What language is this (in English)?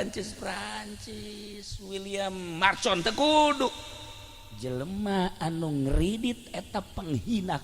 Sundanese